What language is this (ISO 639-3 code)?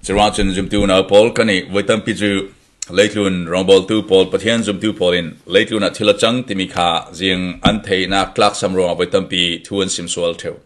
cfm